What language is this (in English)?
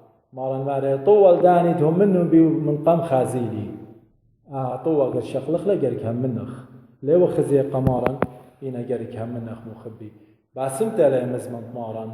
Assyrian Neo-Aramaic